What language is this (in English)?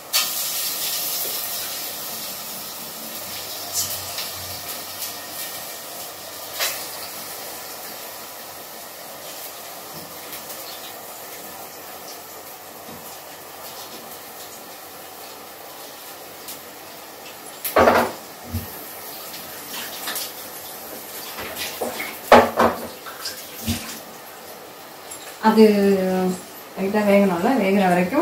Tamil